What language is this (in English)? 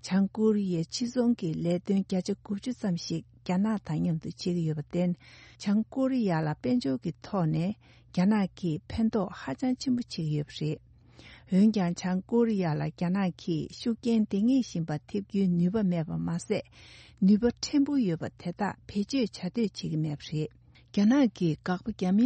Tibetan